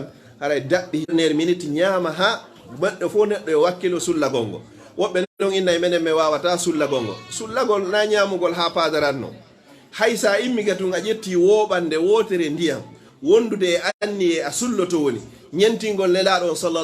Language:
Fula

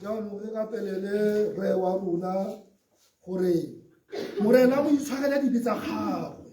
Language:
Tswana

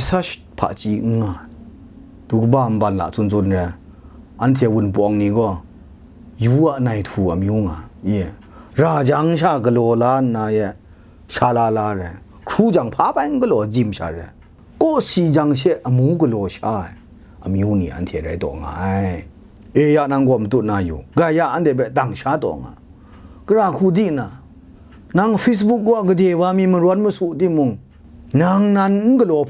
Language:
Kachin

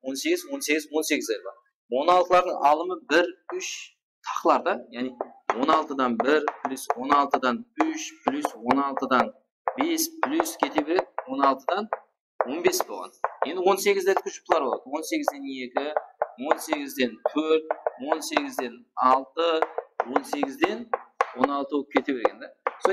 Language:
Kara-Kalpak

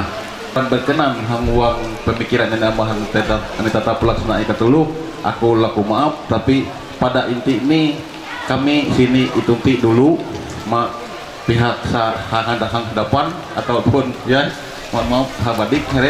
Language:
Ma'anyan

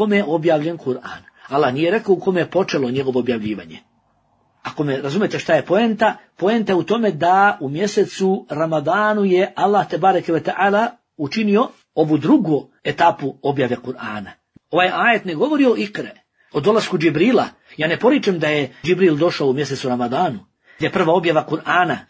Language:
Bosnian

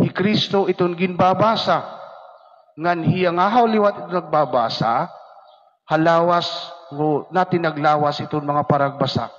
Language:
Waray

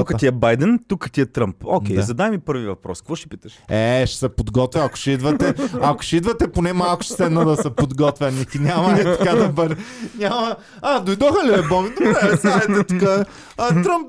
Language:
Bulgarian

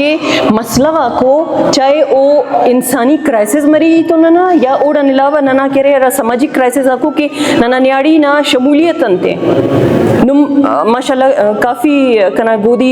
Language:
Brahui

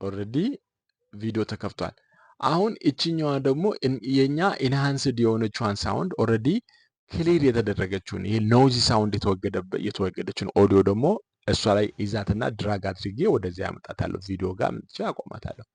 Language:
Amharic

